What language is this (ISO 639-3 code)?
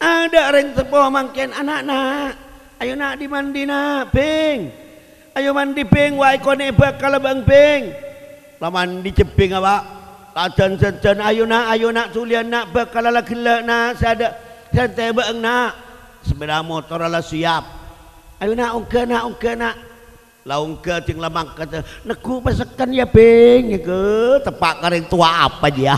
mad